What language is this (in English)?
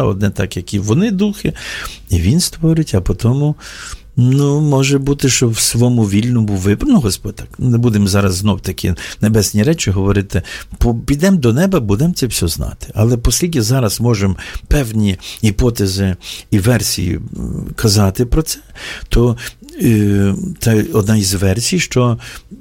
Ukrainian